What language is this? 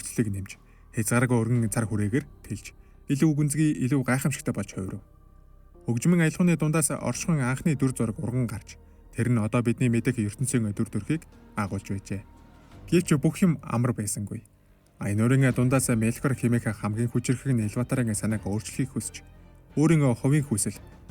Mongolian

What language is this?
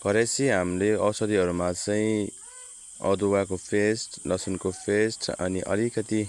Nepali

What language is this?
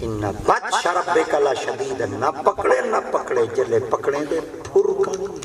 Saraiki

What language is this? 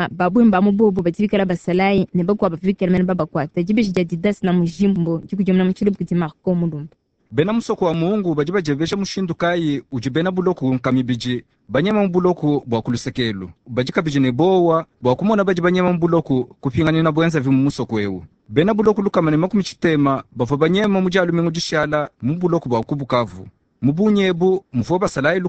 Luba-Lulua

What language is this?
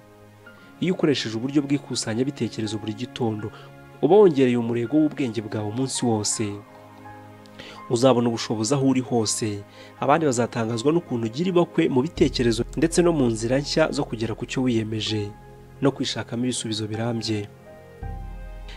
Kinyarwanda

